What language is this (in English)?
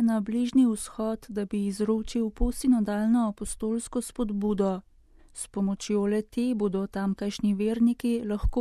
Slovenian